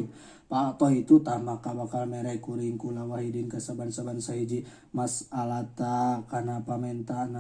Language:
Sundanese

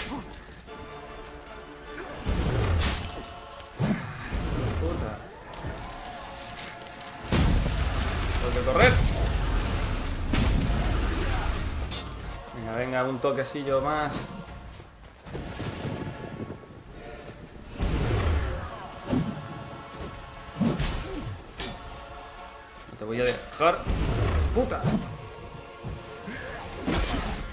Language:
Spanish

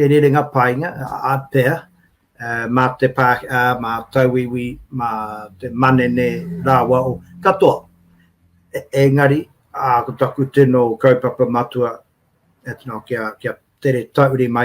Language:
Māori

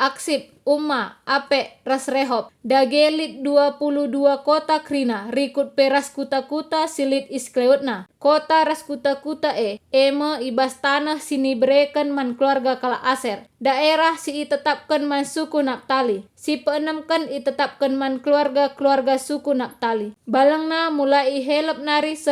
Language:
Batak Karo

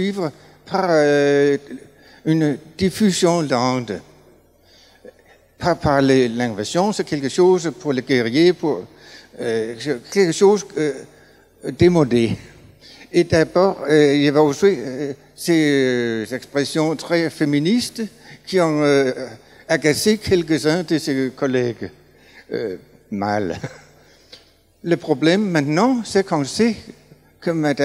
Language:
French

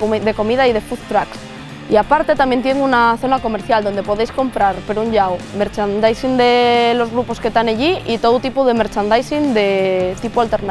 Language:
Asturian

